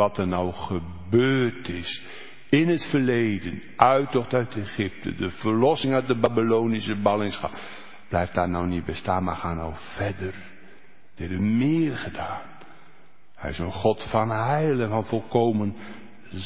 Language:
Dutch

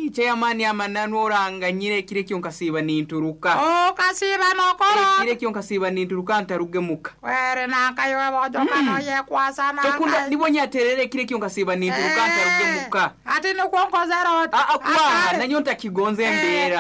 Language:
Nyoro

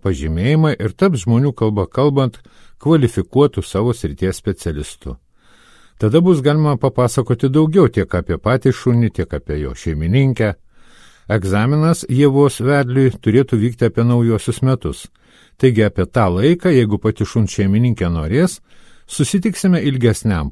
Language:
Lithuanian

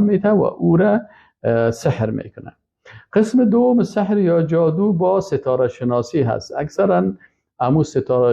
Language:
Persian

